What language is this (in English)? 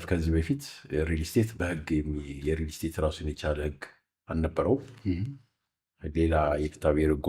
Amharic